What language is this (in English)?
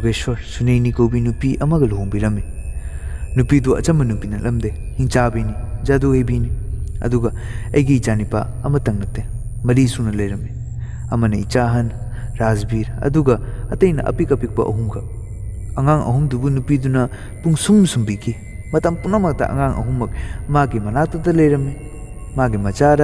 Manipuri